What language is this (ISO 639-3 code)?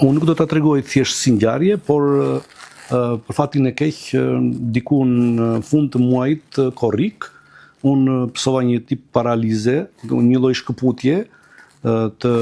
sqi